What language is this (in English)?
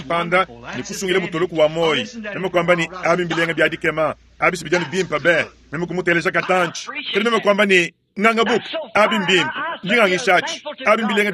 Luba-Lulua